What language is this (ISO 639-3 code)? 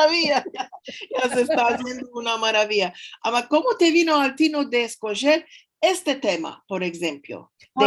lad